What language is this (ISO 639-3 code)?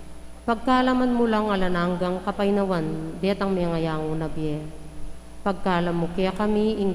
pam